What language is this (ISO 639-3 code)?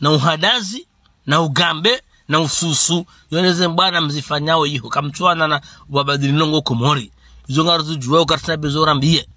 zdj